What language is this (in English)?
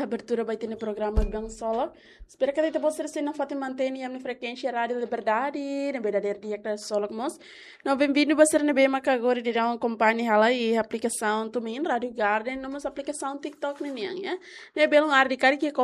Tetum